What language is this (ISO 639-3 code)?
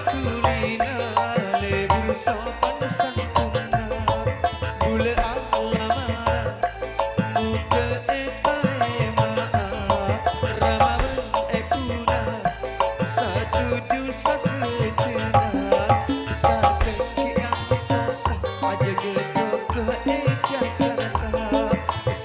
mad